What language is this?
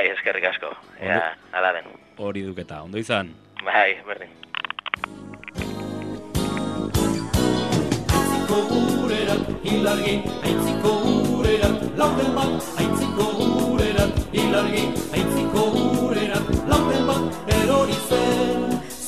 Basque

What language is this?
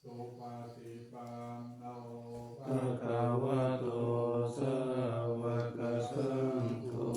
Pali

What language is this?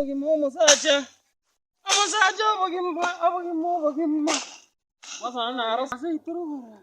Gusii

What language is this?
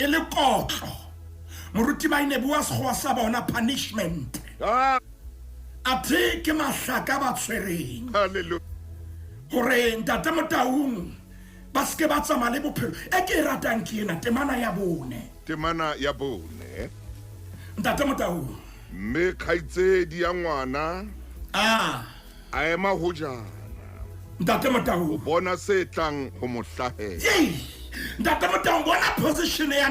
Southern Sotho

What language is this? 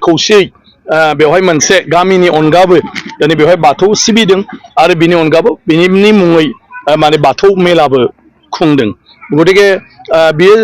Bodo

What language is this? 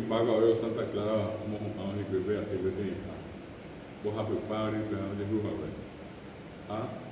Guarani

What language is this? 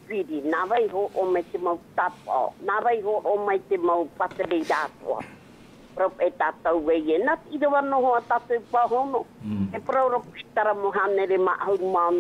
Tahitian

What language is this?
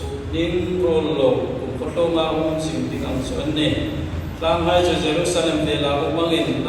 Hmar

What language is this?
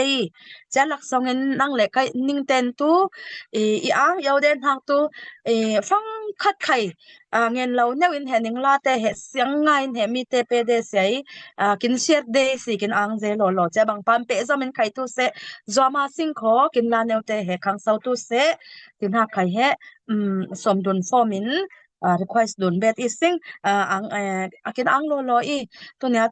Falam Chin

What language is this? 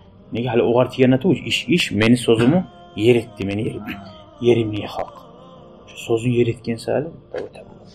Kumyk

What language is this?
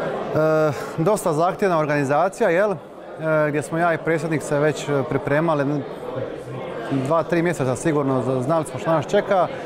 Croatian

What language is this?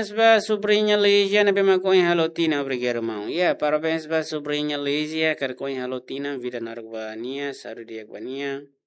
Tetum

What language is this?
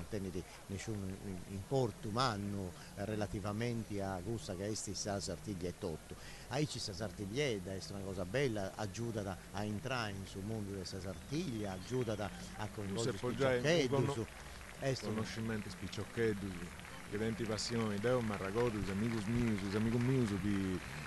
Sardinian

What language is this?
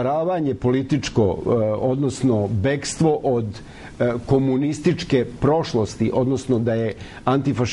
Serbian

